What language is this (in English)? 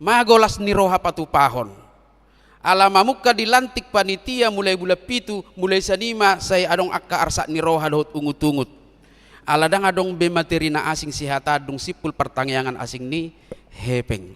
Batak Toba